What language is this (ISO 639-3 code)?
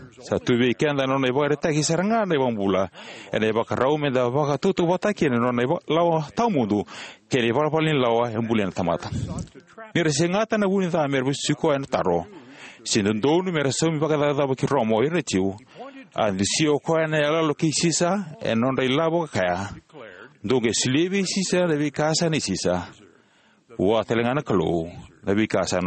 fij